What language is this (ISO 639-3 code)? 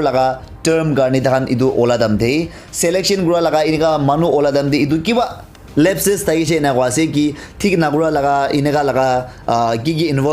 nag